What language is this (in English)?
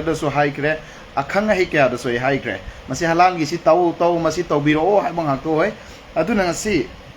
Manipuri